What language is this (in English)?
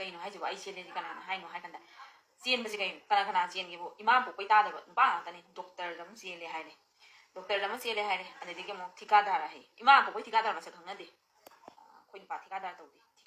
Manipuri